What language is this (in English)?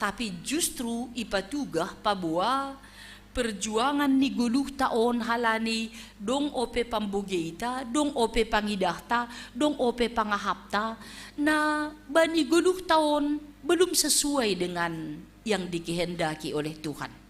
Batak Simalungun